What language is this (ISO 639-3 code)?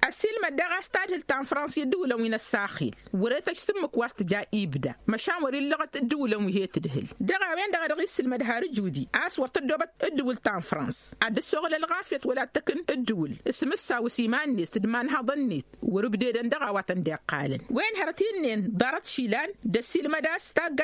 taq